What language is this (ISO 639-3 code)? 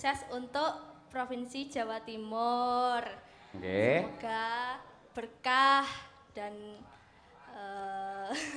jav